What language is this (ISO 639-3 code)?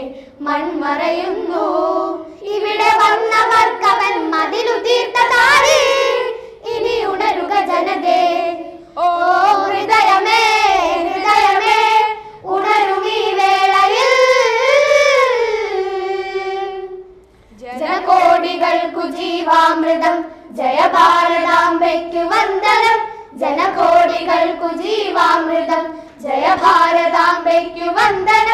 mal